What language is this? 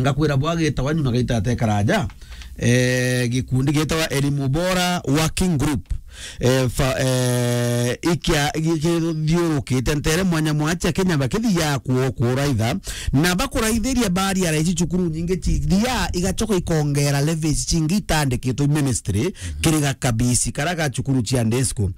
Meru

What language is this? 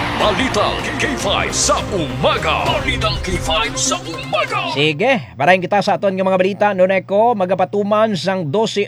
Hiligaynon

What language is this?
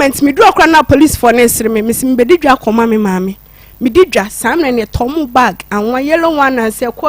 Akan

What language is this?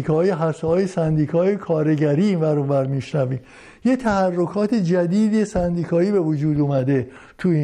Persian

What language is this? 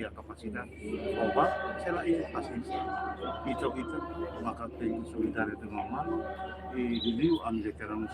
Tetum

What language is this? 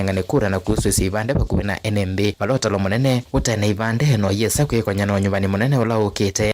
Kamba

